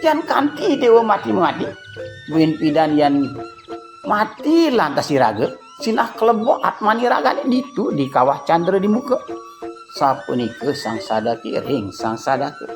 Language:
Balinese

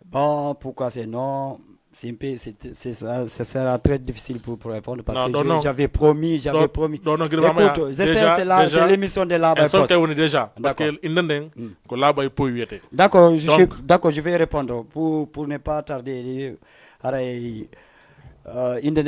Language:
Fula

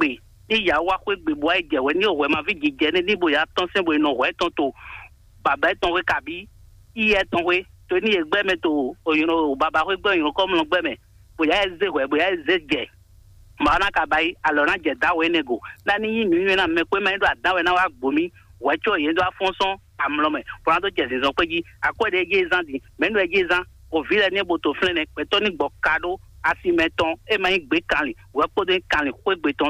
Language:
Fon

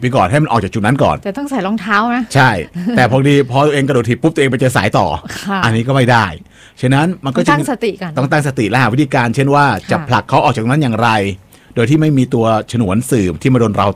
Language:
Thai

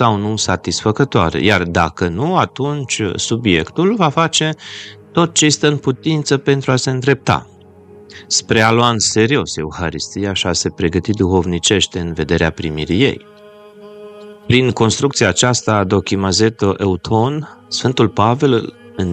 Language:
Romanian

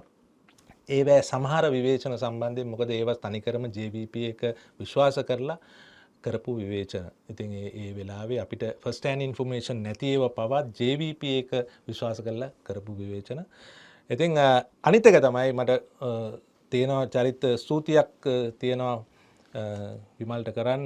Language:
Sinhala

